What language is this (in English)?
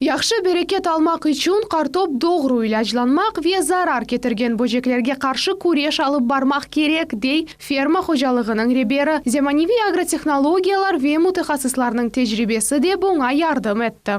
Crimean Tatar